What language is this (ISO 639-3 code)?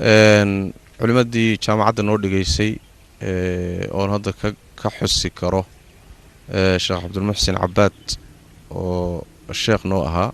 som